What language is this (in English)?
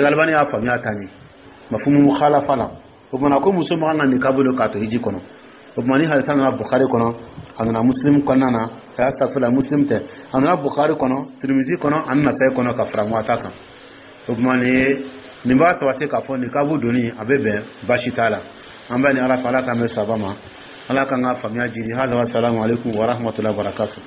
Dyula